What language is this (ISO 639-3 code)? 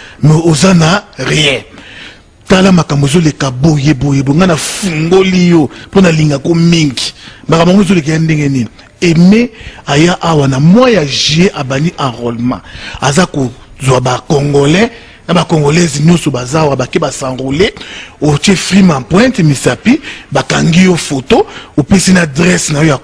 lin